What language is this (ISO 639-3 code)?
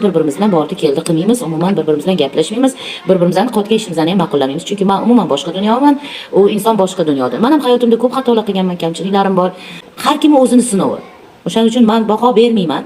uzb